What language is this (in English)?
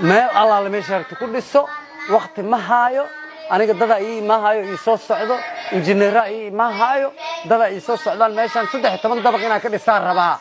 Somali